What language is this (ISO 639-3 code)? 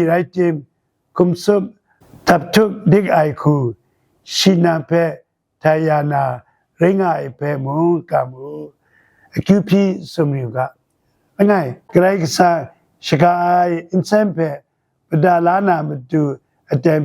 kac